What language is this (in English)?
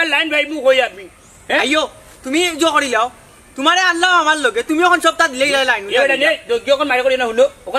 Sylheti